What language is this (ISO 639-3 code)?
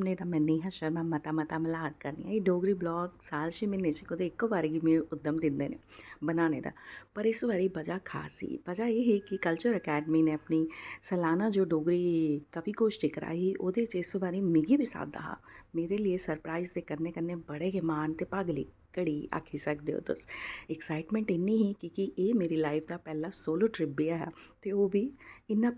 doi